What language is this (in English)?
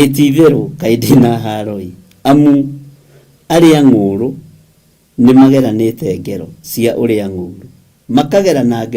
Kikuyu